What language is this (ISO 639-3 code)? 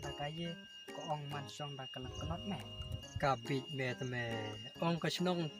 kha